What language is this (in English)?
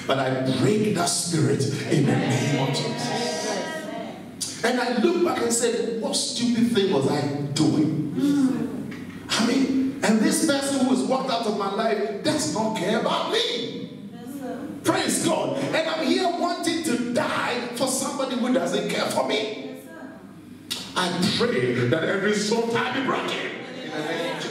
English